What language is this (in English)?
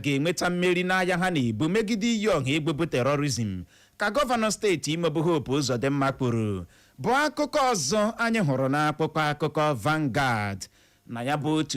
Igbo